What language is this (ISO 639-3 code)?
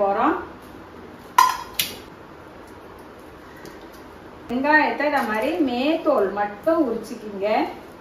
tam